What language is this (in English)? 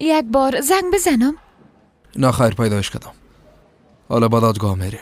Persian